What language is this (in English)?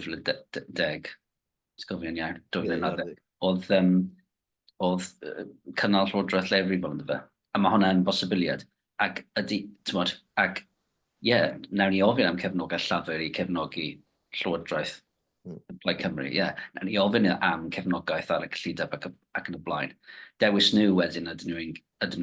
Welsh